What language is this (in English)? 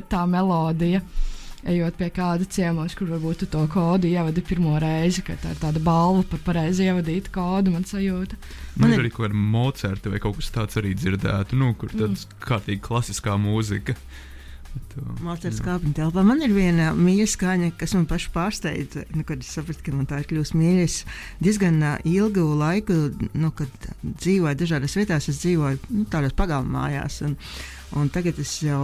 Latvian